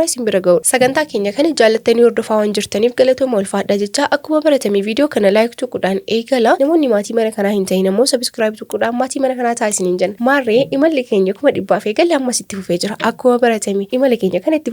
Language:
Oromo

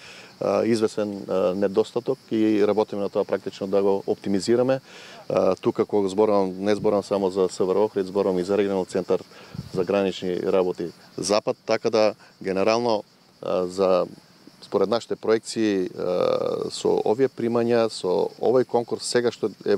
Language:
Macedonian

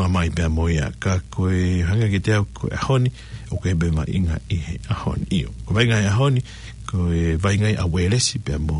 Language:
Tongan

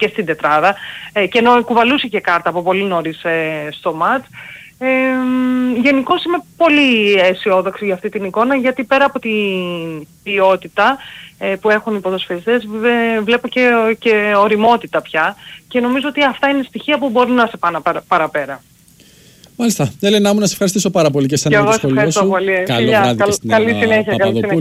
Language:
Greek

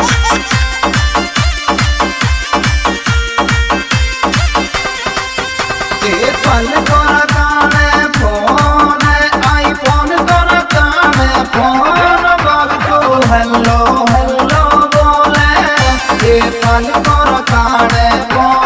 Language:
Bhojpuri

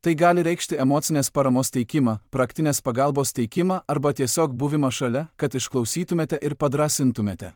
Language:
Lithuanian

